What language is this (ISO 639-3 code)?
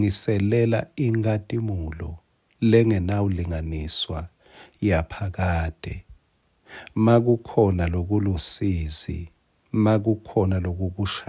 ssw